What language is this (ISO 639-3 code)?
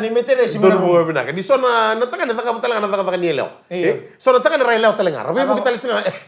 fij